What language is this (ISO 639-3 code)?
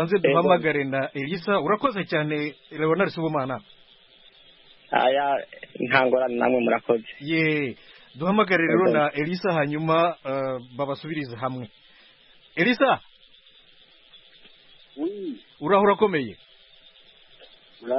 kin